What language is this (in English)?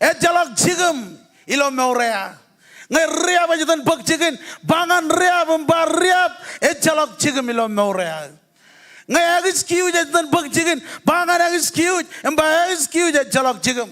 Marshallese